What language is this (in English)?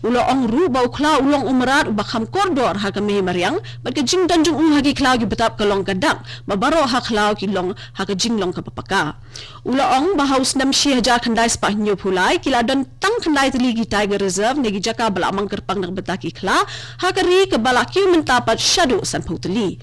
Khasi